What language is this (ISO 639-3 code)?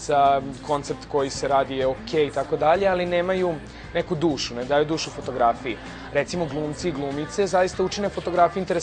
srp